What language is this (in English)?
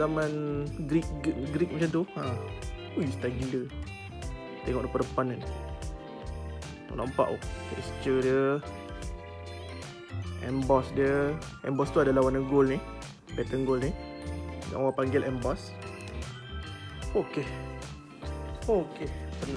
Malay